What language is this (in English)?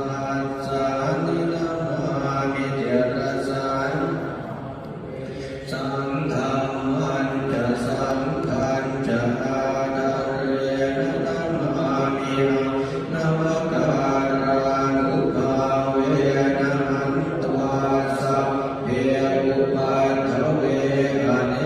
Pali